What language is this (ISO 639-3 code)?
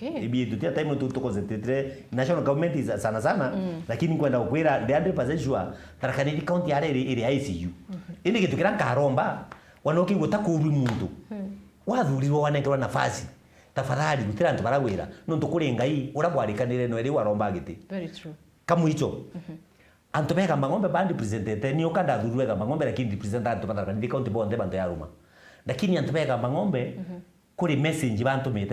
mer